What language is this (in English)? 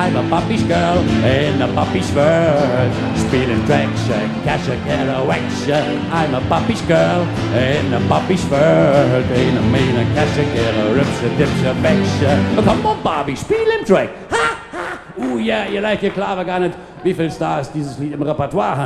Palatine German